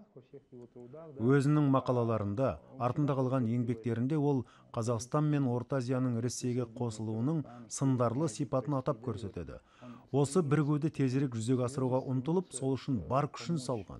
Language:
Kazakh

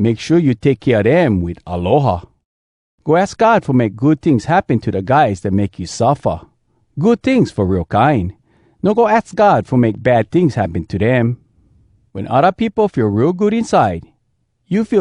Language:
Hawai'i Creole English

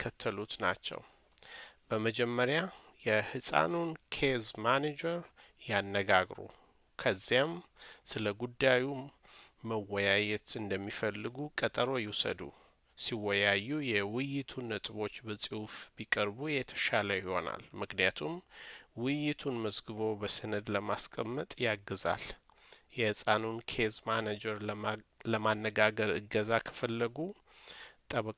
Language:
Amharic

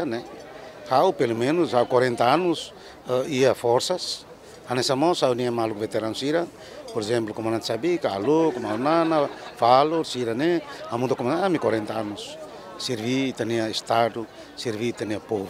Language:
Tetum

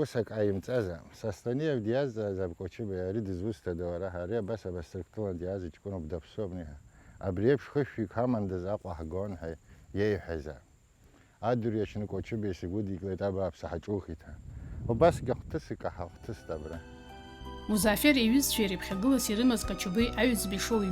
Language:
Abkhazian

